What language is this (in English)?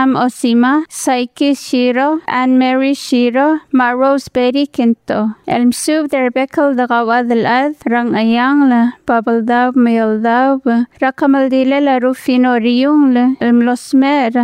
Palauan